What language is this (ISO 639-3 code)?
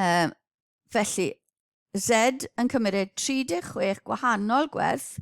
cym